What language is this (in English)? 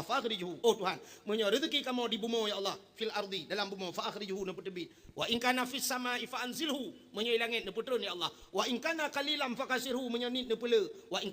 Achinese